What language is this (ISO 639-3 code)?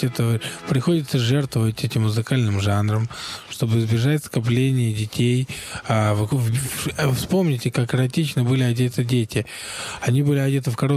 rus